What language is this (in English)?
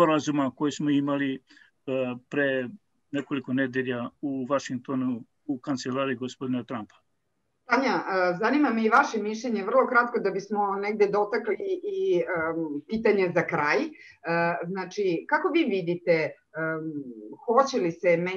Serbian